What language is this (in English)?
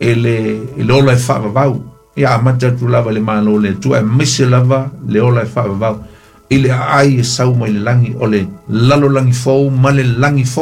Samoan